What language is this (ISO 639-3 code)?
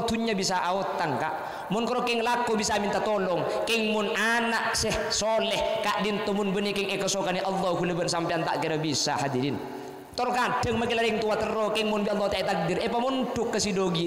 mad